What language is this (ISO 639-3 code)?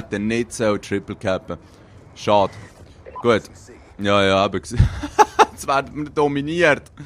gsw